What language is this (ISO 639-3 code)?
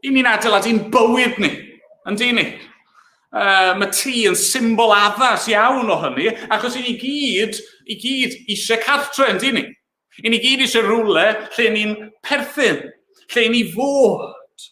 cym